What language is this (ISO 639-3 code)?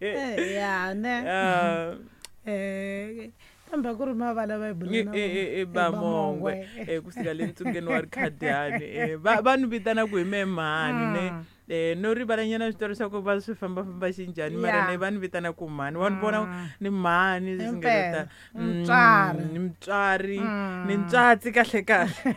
tso